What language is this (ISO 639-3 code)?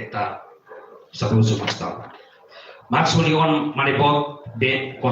tet